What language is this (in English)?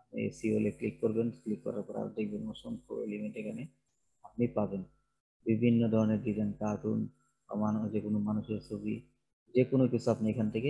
Bangla